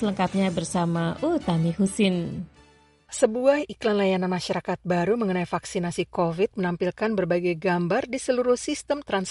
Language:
Indonesian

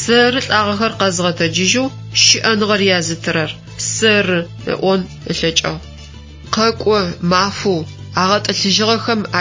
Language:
Adyghe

